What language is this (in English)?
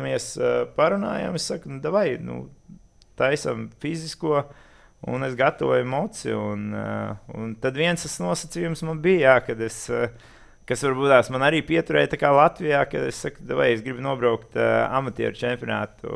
Latvian